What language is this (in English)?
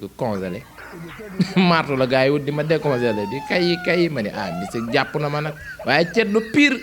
Wolof